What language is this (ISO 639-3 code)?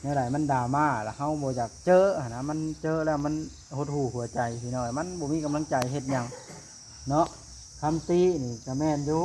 lao